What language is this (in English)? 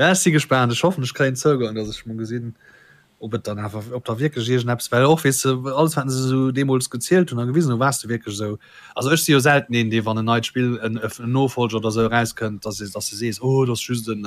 Luxembourgish